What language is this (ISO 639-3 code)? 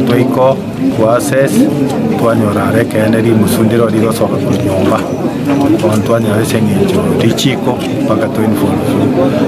guz